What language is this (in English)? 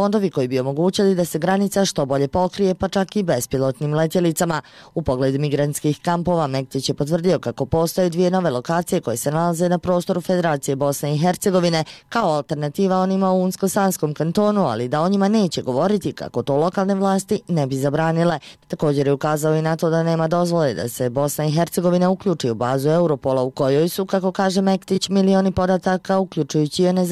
Bosnian